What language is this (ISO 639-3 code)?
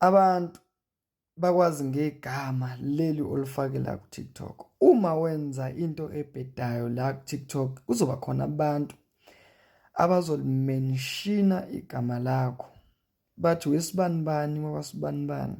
zul